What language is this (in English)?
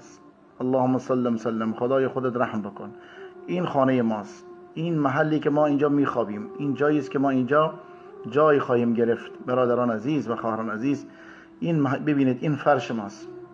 Persian